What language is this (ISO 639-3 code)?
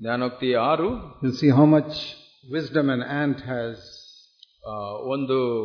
kan